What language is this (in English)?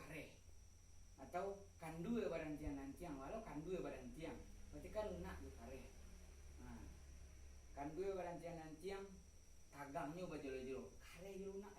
Minangkabau